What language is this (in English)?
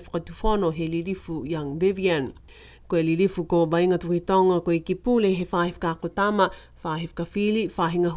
Niuean